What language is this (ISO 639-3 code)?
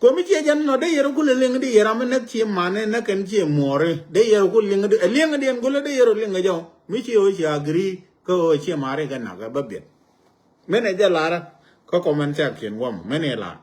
nus